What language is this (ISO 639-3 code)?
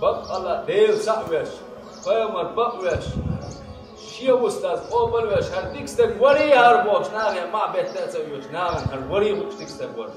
che